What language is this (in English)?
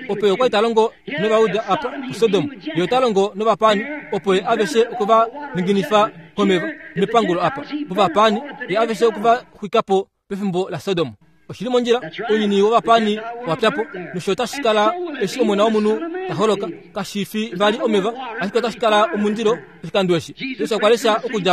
Kuanyama